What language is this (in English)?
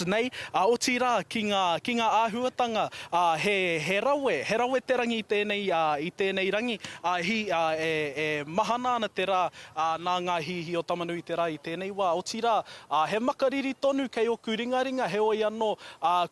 Māori